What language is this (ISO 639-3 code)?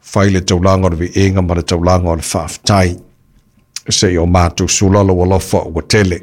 smo